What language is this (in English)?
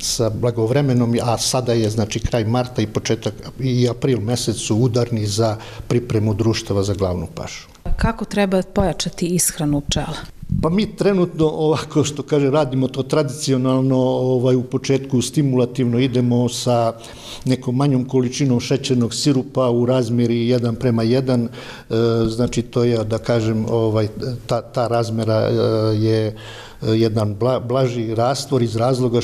Serbian